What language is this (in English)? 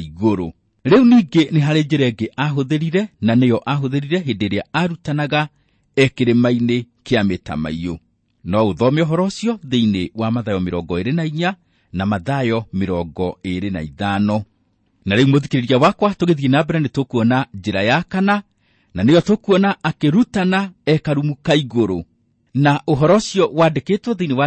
Kikuyu